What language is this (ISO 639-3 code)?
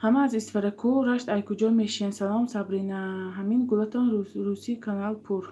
tgk